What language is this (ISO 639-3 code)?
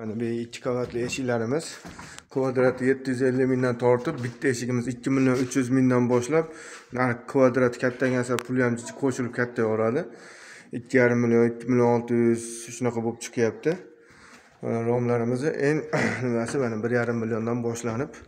uzb